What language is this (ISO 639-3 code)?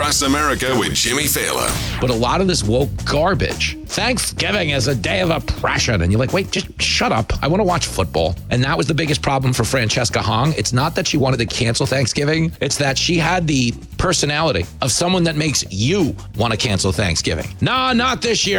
eng